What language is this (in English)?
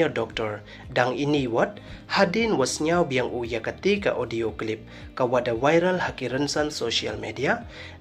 Pnar